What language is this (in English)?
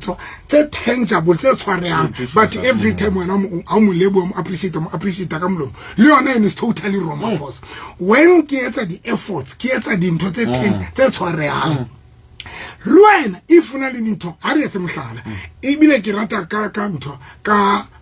Southern Sotho